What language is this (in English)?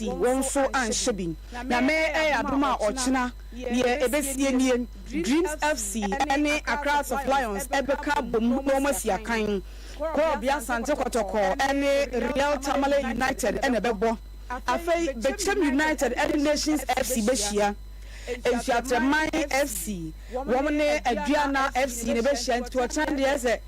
Akan